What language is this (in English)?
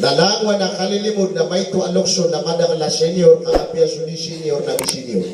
Maranao